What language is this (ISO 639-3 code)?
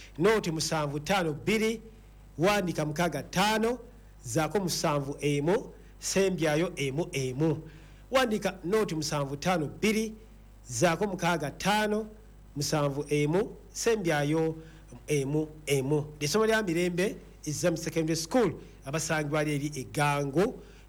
lug